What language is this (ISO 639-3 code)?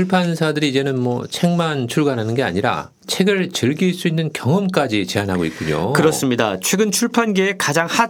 kor